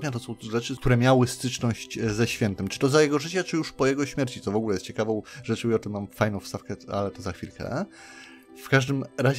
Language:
Polish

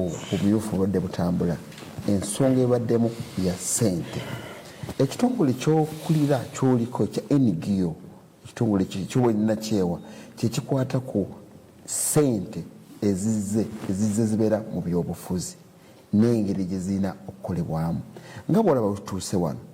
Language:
Ganda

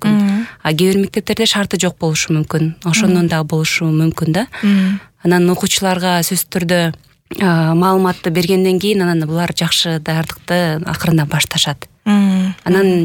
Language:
Kyrgyz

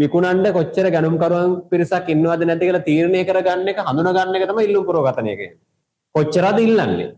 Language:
Sinhala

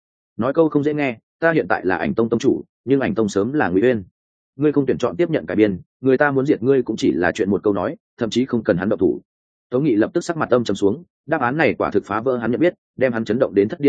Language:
Vietnamese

